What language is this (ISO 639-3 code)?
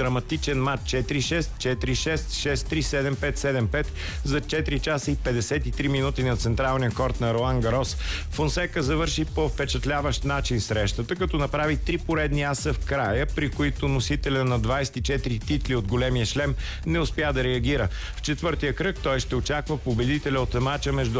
bul